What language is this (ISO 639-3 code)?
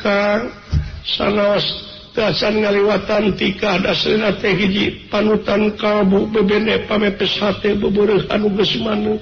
sun